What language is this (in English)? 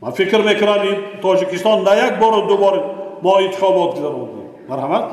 Tajik